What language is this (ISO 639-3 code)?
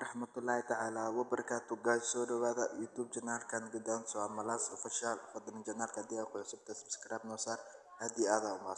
som